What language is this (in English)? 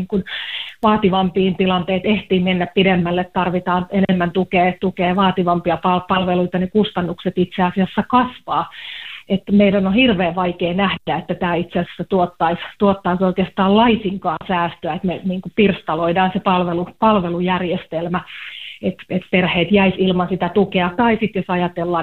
Finnish